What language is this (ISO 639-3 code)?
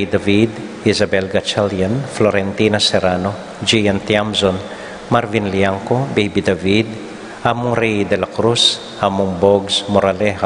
pam